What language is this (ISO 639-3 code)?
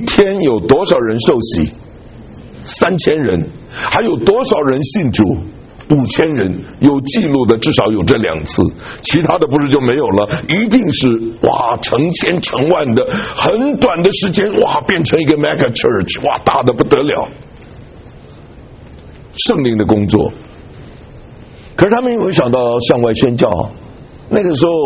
zho